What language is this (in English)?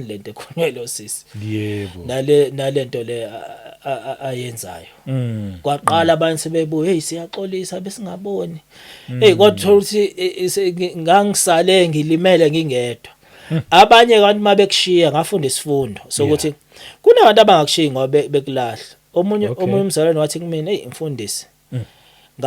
Zulu